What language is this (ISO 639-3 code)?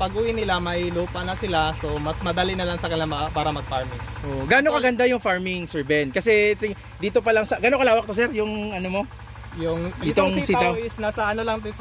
fil